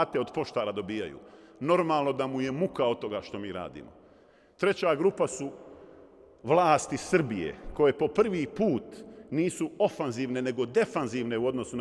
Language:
Bosnian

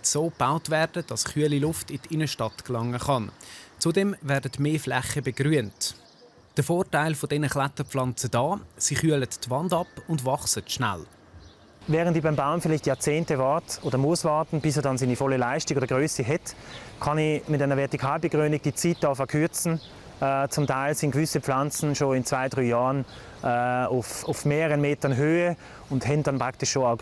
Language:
Swiss German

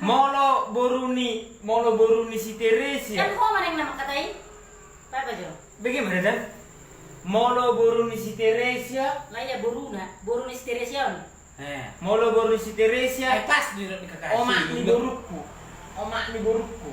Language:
Batak Toba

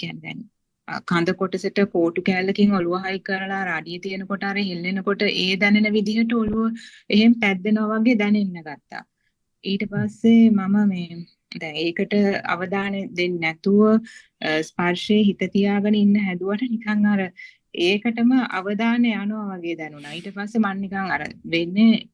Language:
Sinhala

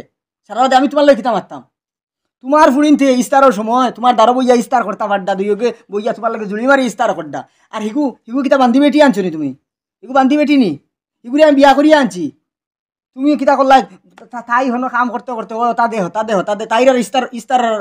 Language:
Sylheti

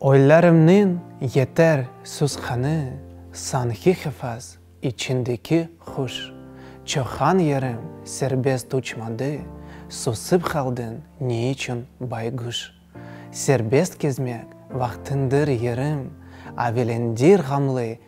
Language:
Crimean Tatar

